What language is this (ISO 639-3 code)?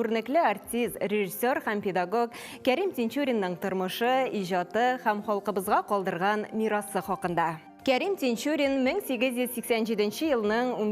tat